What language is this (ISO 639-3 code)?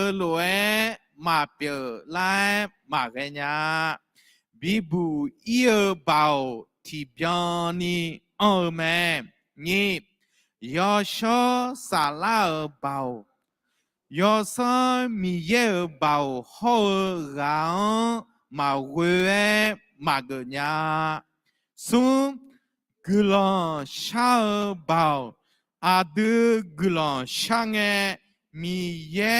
ahk